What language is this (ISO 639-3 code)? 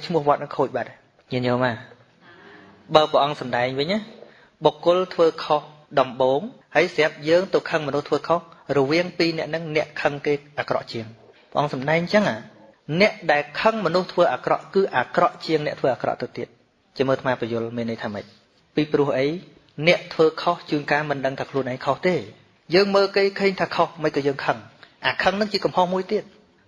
khm